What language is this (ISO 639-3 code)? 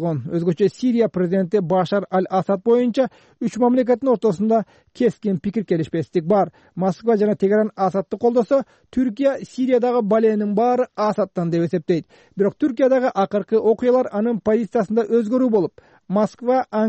kir